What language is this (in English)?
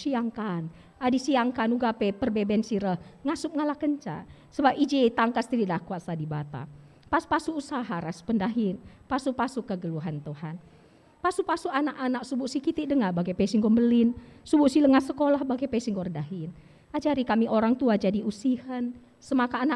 Batak Karo